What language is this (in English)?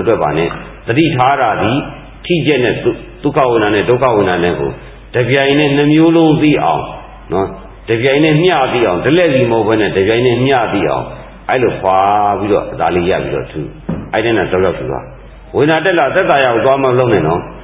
Burmese